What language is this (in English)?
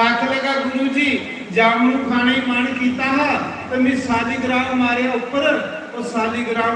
Dogri